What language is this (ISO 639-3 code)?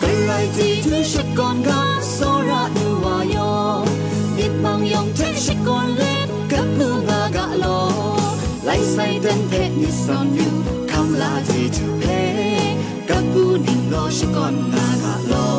kac